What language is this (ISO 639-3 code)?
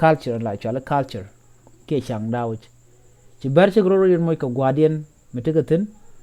nus